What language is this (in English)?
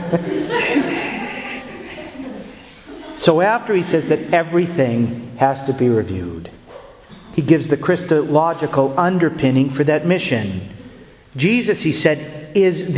English